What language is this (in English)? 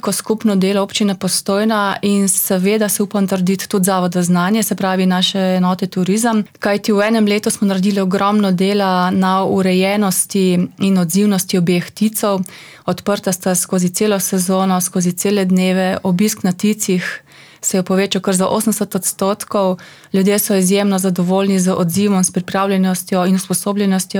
Slovenian